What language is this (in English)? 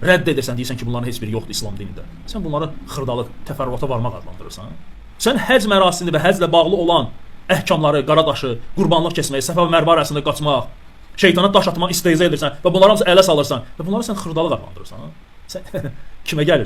Azerbaijani